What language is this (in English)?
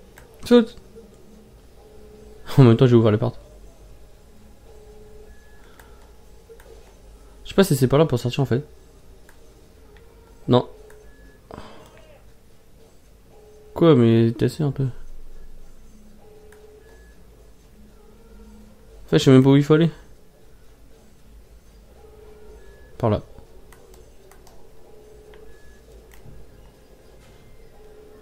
French